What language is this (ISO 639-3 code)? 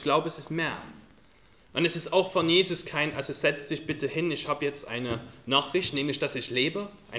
deu